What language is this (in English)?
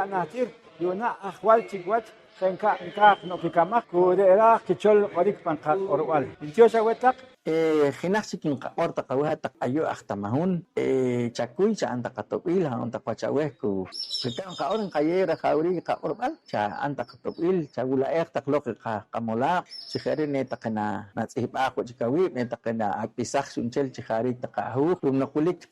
Poqomchi'